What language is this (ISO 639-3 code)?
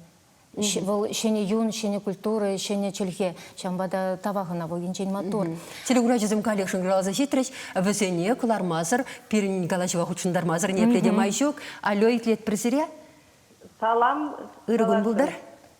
chv